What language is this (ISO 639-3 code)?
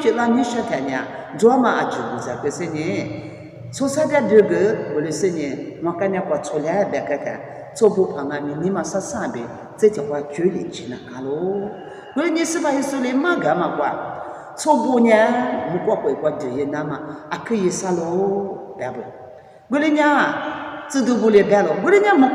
lis